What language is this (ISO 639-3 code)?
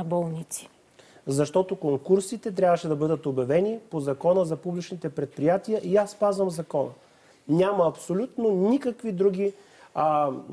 bul